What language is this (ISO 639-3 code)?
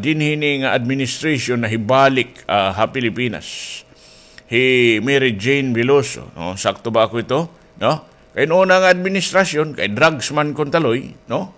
war